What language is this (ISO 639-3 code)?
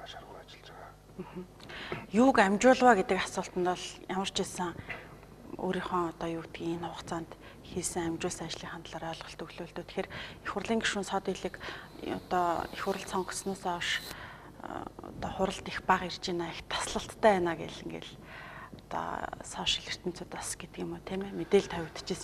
mon